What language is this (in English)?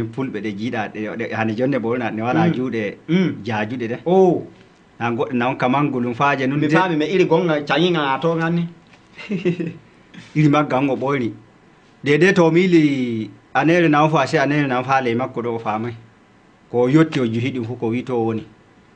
Fula